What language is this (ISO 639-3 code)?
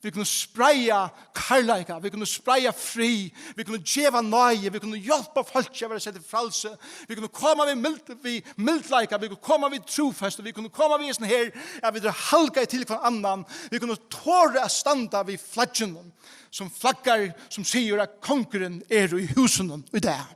fao